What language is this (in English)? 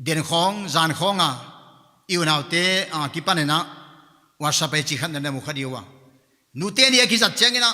Paite Chin